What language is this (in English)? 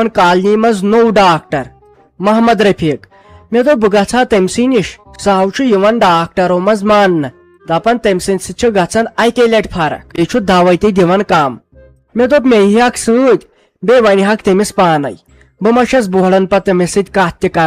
Kashmiri